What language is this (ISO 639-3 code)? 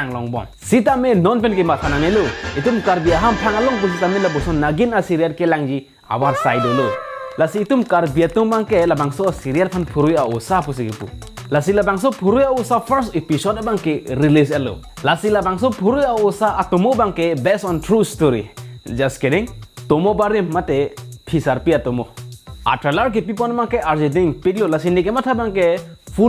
mjw